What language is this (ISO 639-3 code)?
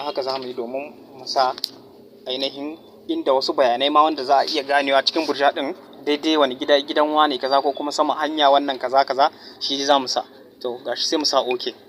hau